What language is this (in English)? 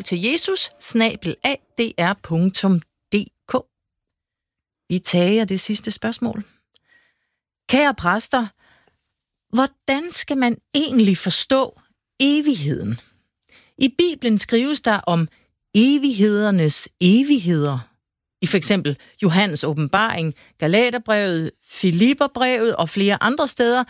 Danish